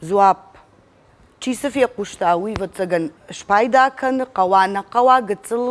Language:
Ossetic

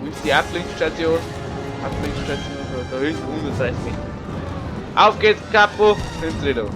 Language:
Bavarian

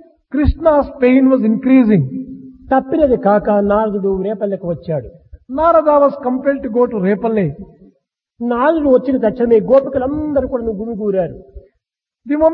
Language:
Telugu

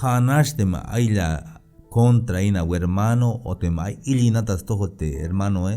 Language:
Tzeltal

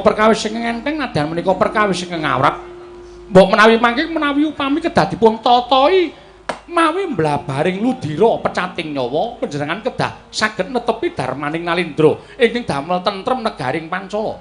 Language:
Javanese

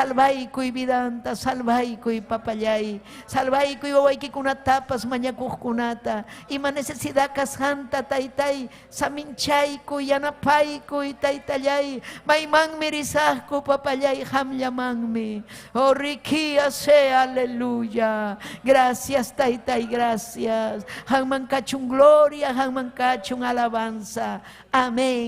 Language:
Ayacucho Quechua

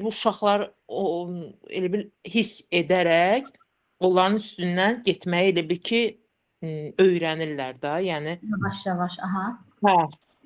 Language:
Azerbaijani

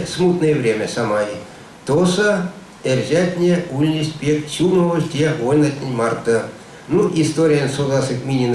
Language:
Erzya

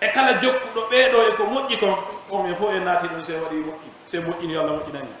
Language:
Pular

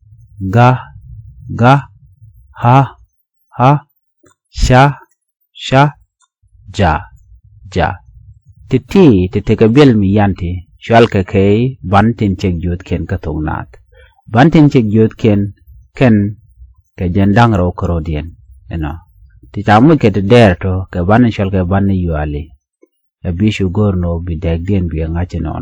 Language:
Nuer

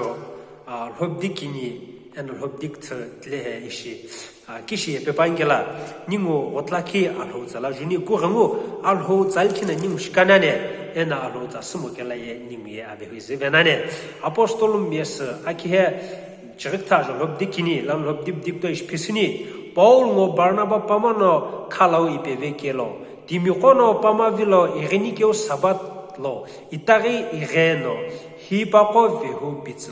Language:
Sumi Naga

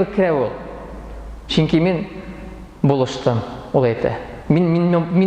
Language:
Tatar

